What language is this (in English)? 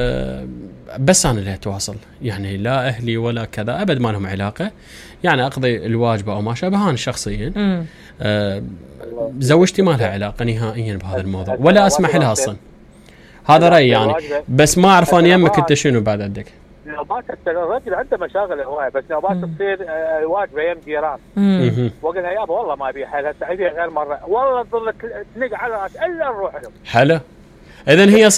Mesopotamian Arabic